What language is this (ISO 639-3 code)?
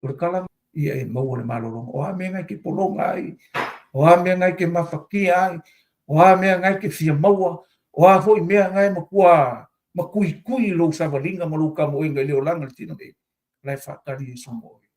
smo